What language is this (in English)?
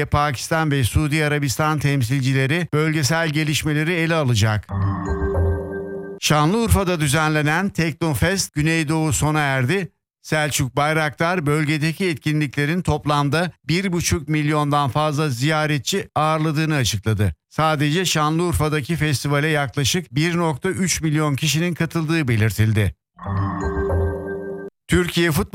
Turkish